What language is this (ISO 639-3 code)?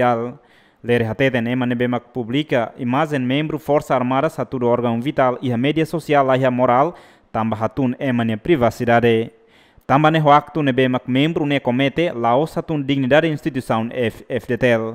tet